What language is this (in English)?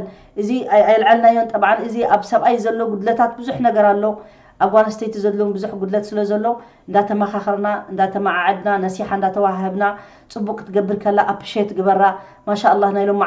Tigrinya